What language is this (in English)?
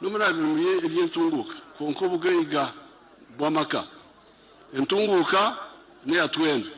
Nyankole